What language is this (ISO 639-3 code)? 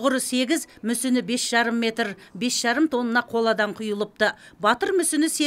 kaz